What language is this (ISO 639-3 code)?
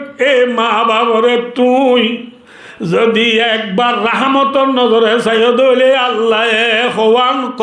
rhg